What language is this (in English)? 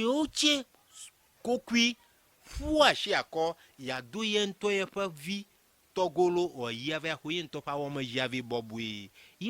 Ewe